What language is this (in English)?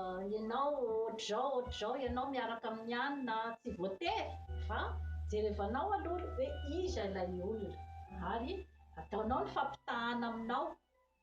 Malagasy